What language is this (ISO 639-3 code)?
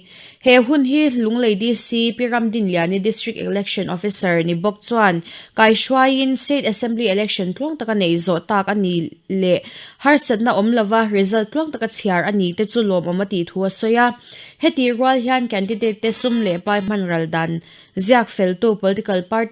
lus